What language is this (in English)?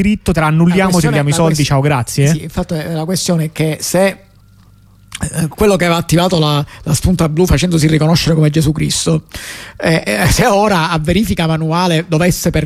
Italian